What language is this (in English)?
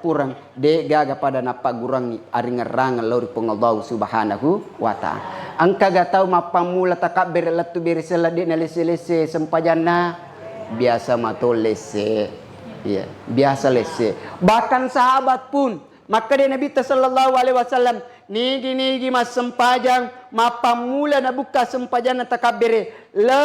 Buginese